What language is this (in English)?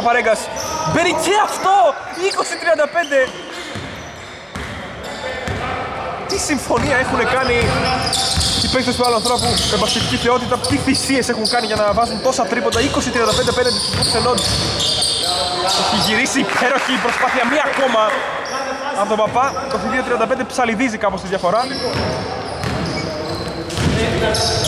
Greek